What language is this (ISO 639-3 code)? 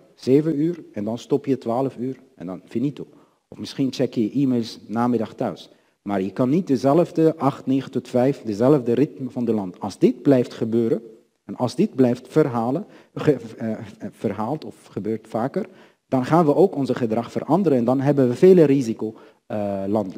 nld